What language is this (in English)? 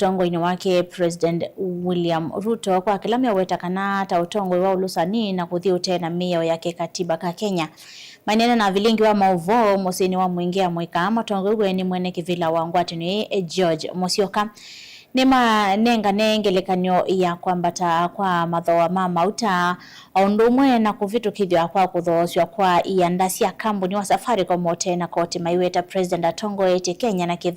Kamba